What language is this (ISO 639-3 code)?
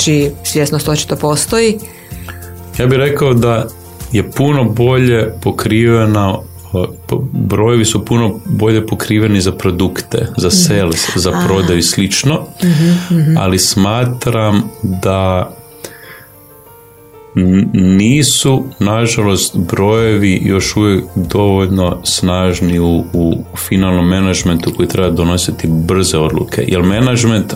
hrv